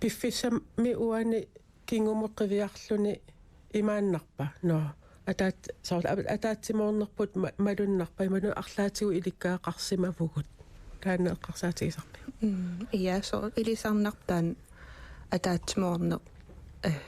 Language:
Kalaallisut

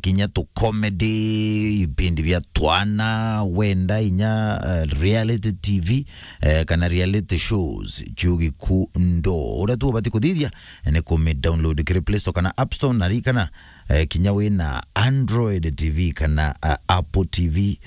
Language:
Meru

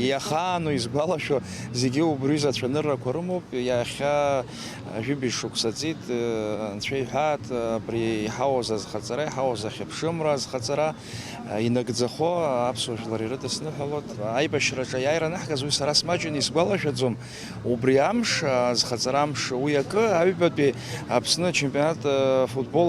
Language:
Abkhazian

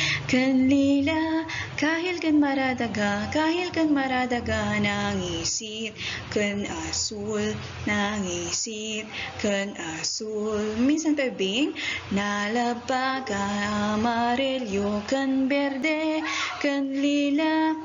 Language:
Iloko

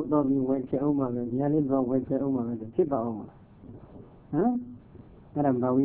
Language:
Burmese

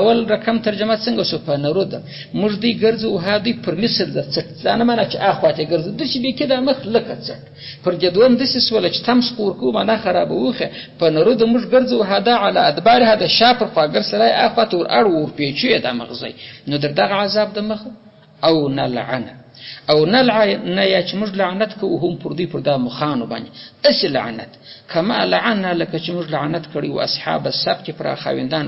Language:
Pashto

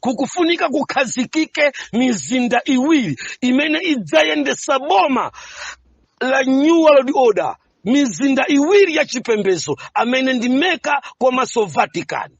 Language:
Nyanja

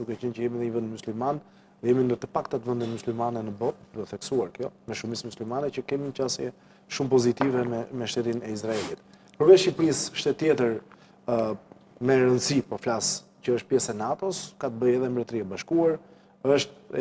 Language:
Albanian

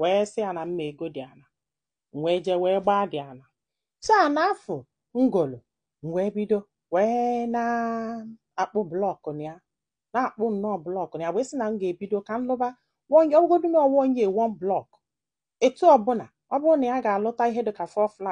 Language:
Igbo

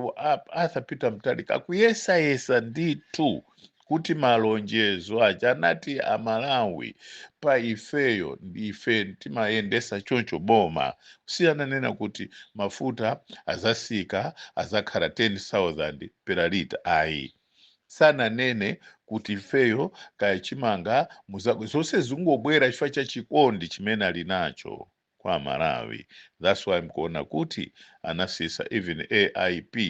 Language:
Nyanja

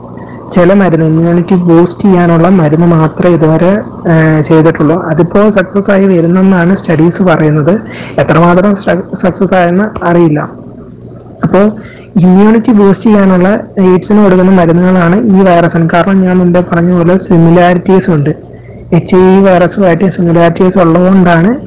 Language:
Malayalam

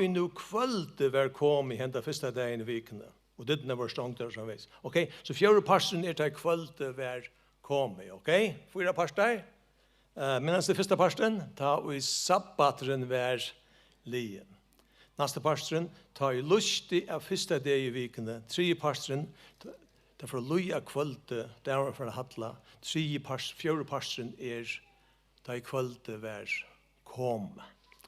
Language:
Faroese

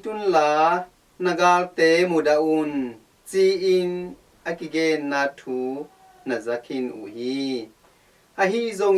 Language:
Tedim Chin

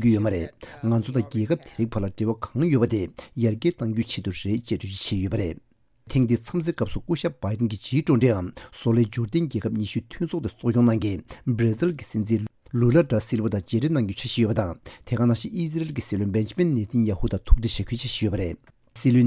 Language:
Tibetan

